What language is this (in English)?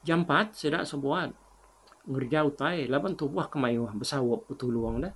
Iban